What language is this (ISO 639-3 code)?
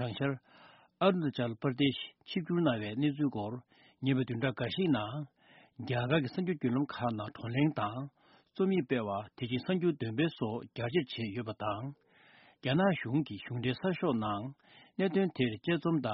bod